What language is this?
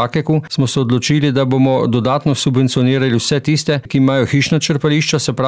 Slovenian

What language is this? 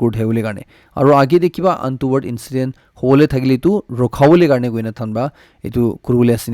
Naga Pidgin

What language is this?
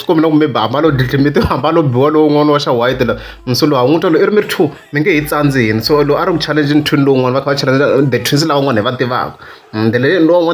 Tsonga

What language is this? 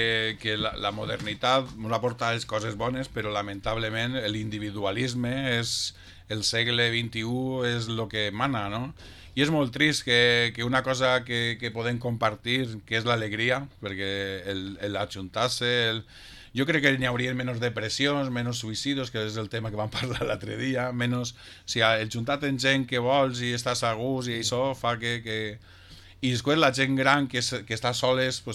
Catalan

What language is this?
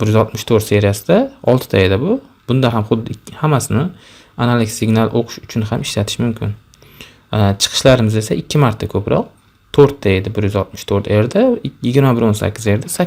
Uzbek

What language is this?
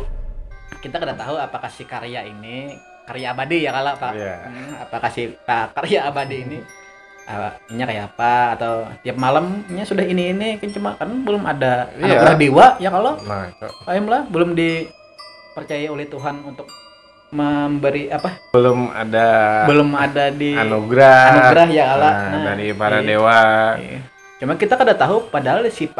Banjar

